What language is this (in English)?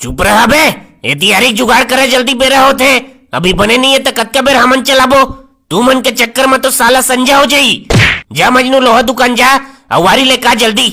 Chhattisgarhi